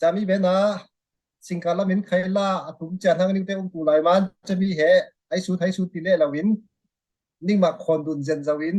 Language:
Falam Chin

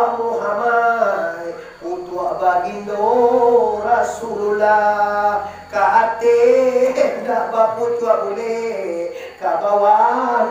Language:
Minangkabau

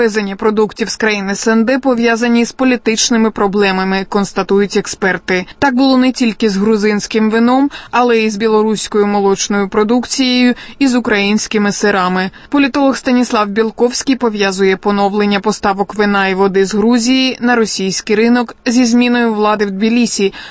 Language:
Ukrainian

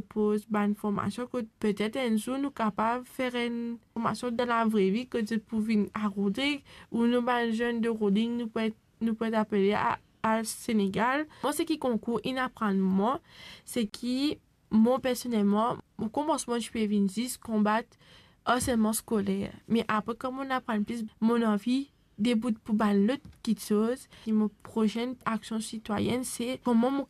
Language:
Morisyen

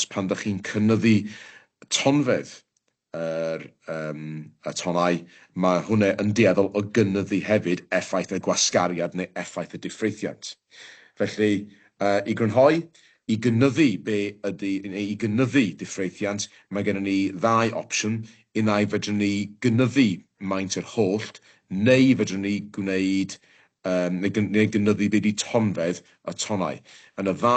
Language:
Welsh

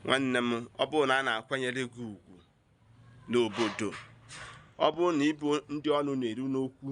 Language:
Igbo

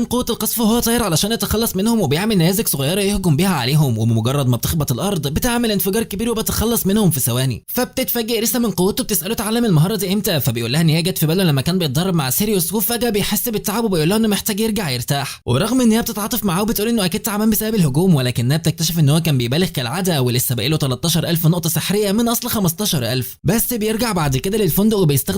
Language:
Egyptian Arabic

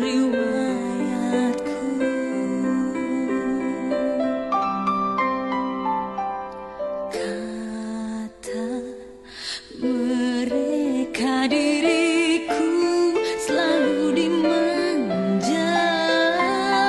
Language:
Indonesian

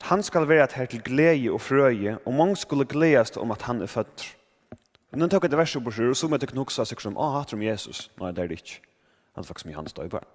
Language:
Faroese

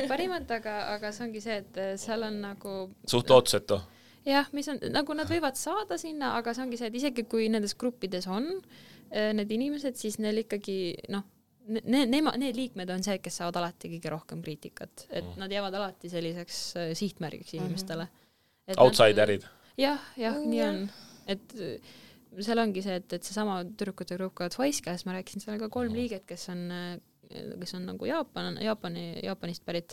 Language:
Estonian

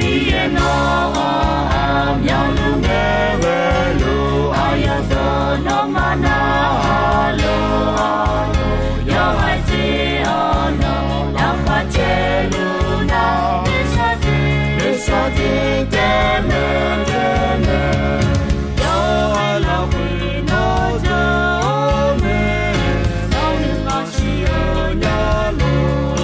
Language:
Akha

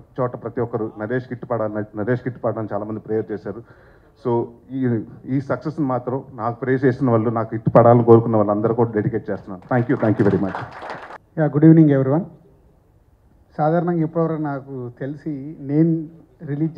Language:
Telugu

